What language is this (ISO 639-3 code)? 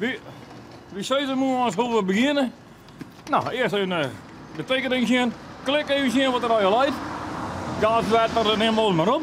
fry